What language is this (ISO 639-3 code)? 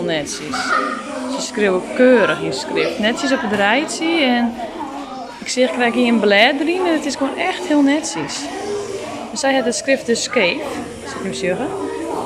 fry